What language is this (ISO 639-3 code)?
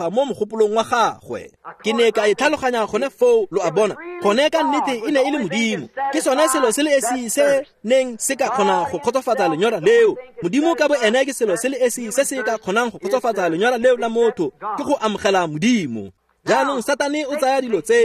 tsn